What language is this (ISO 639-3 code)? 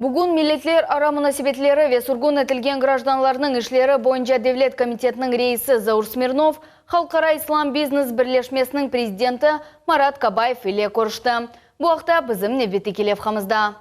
crh